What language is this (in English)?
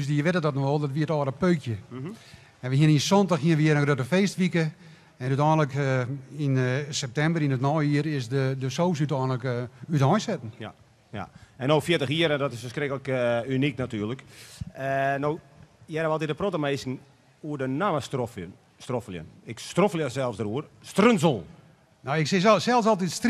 Western Frisian